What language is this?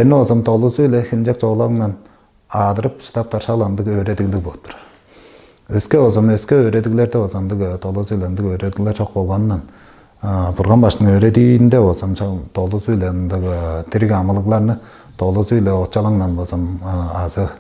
Tuvinian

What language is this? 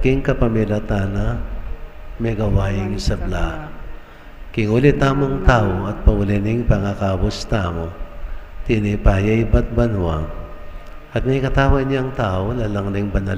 Pampanga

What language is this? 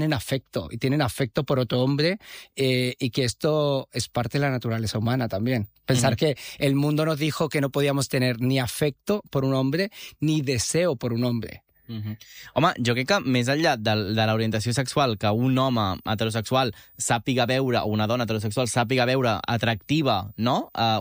Catalan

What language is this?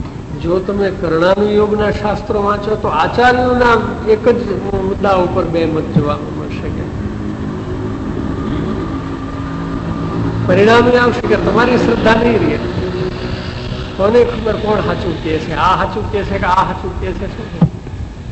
Gujarati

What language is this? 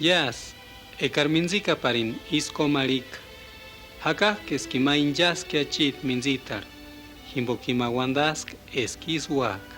Purepecha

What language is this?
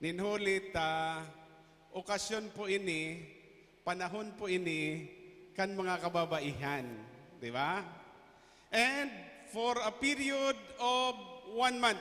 Bikol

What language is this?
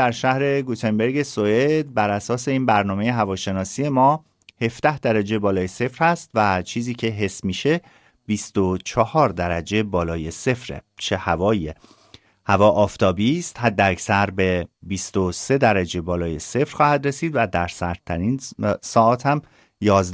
Persian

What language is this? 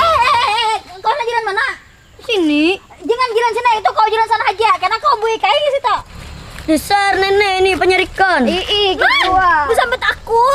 Banjar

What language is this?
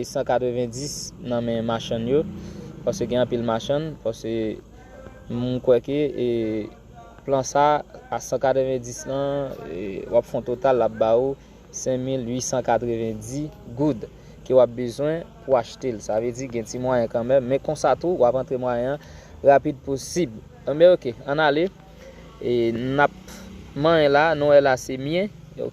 Haitian Creole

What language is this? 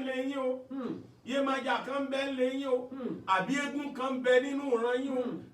Yoruba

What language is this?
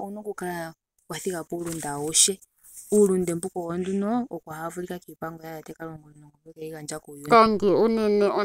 Ndonga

